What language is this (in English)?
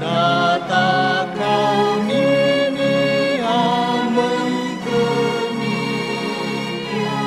Nias